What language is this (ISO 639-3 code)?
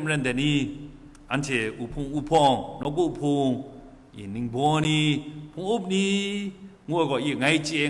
kac